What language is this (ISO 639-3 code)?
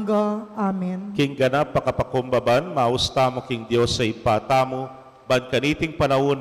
pam